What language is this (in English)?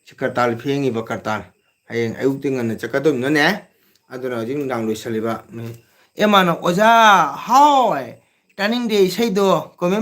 Manipuri